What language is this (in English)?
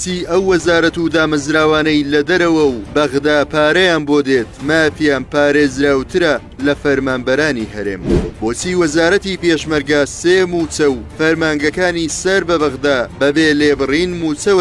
Central Kurdish